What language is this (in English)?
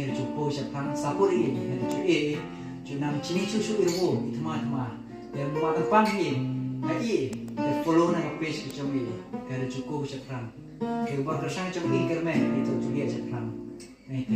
Khasi